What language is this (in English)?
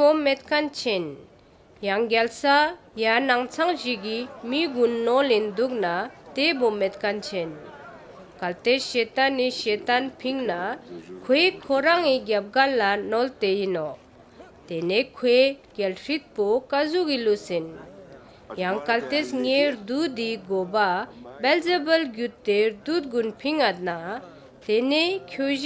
Ladakhi